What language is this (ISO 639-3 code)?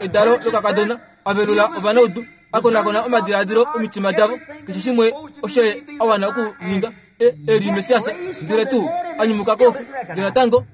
kua